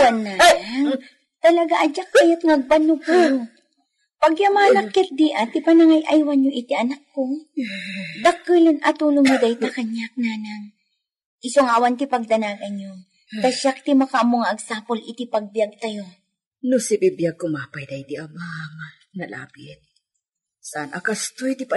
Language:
Iloko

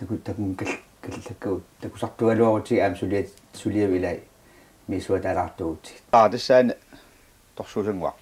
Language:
Kalaallisut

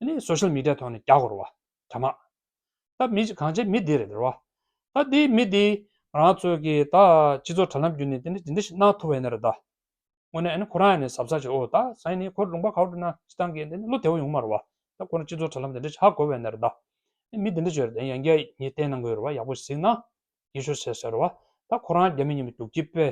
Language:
Tibetan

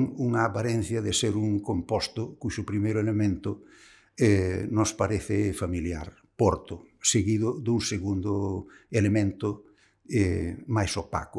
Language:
Galician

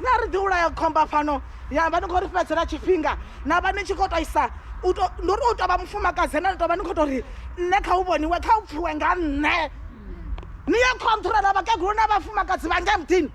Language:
Venda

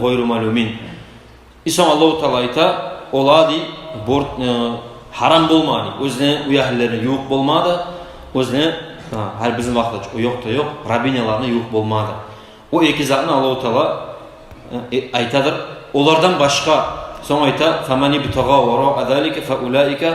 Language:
Kumyk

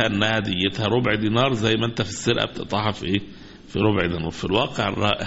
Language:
Egyptian Arabic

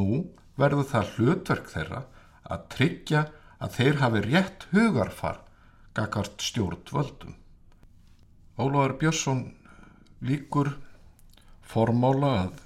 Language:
Icelandic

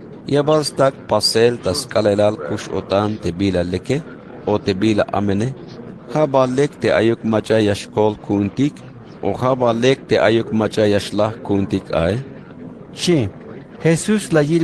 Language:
Tzeltal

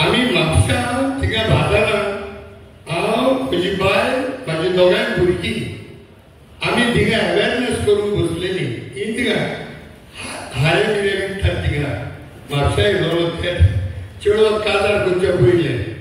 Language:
Konkani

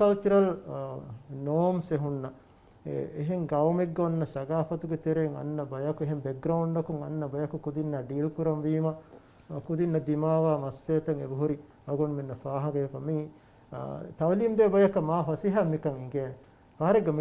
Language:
Divehi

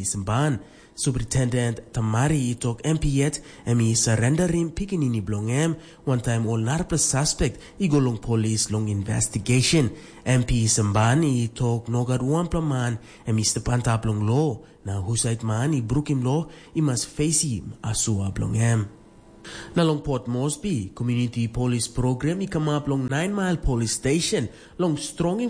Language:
Tok Pisin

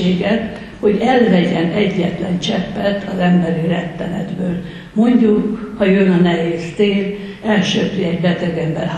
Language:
Hungarian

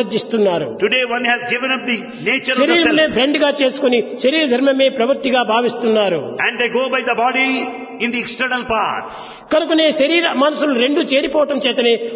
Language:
Telugu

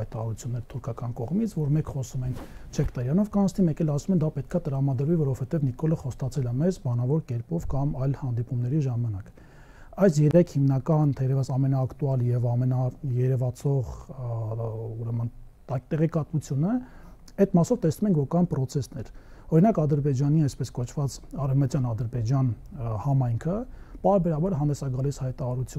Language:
Armenian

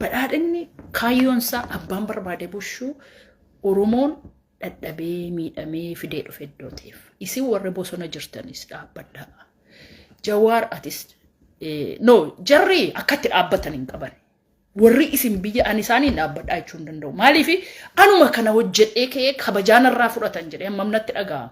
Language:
Oromo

